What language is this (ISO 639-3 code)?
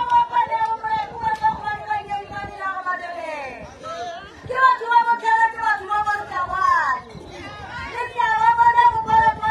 nso